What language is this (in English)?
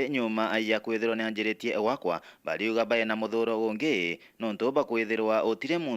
Meru